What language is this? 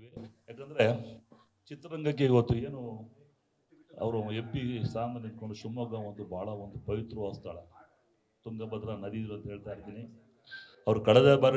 Kannada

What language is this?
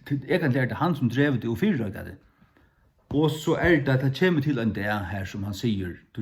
Faroese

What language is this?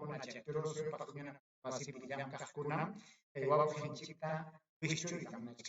Ayacucho Quechua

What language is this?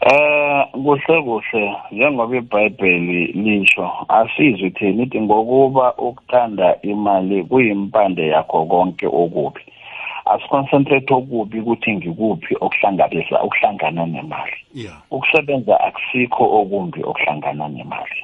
South Ndebele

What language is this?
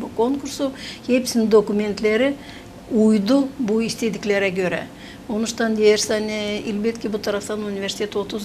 Gagauz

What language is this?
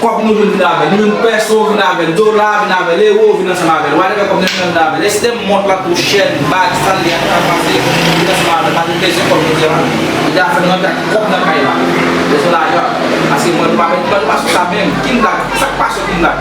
Haitian Creole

